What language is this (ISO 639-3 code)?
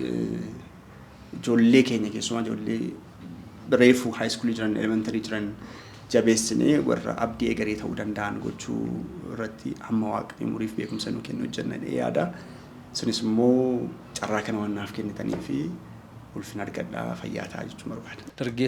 orm